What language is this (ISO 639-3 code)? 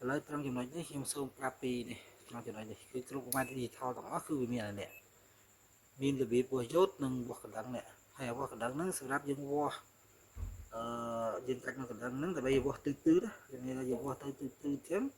khm